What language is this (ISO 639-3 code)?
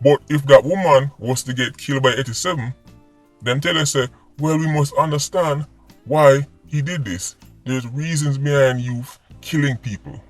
jam